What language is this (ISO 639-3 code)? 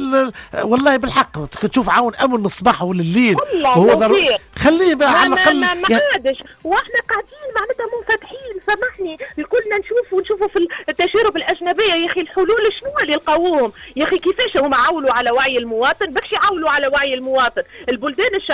aeb